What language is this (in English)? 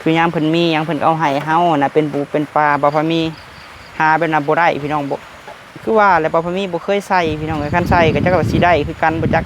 Lao